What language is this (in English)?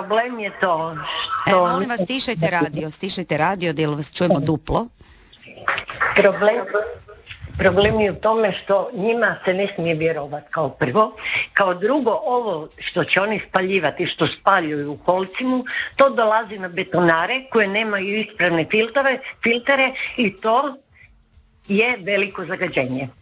Croatian